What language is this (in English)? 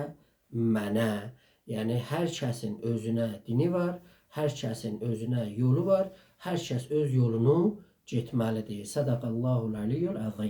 South Azerbaijani